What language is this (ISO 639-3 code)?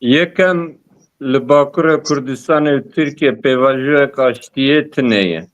kur